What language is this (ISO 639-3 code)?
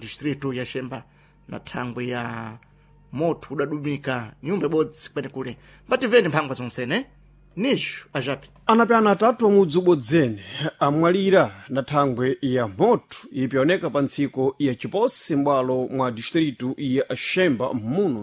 seh